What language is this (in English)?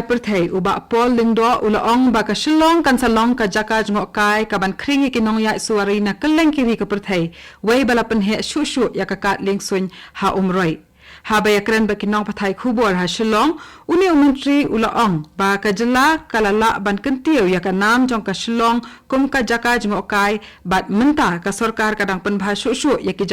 Khasi